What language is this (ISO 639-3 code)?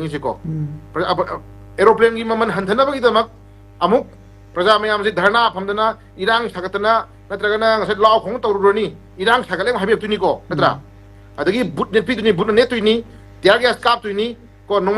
mni